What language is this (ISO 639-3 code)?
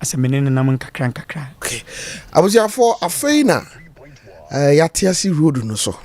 aka